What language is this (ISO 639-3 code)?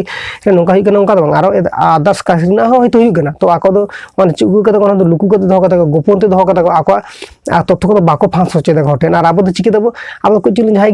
sat